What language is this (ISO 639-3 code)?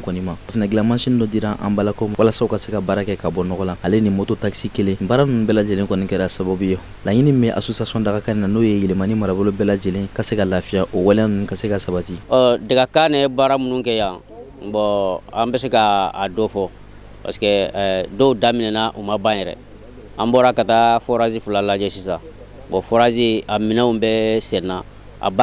bam